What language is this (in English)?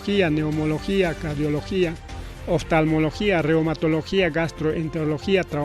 Ayacucho Quechua